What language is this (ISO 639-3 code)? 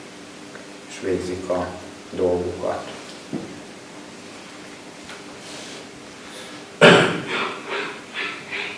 hun